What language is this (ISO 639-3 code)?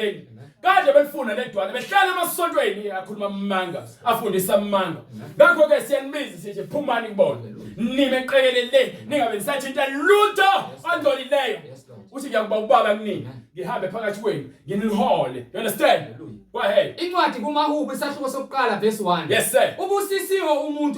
zul